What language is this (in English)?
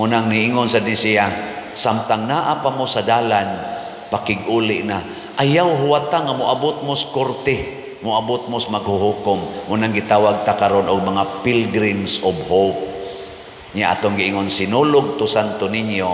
Cebuano